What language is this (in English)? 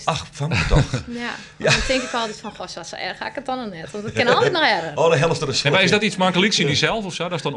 Western Frisian